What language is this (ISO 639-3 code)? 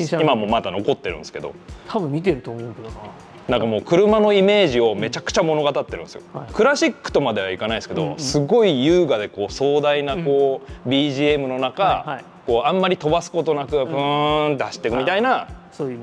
jpn